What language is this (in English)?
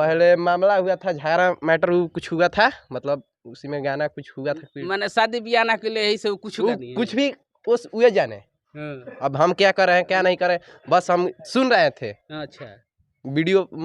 Bhojpuri